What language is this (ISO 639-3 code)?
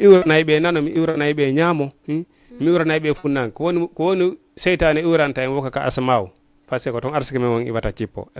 ful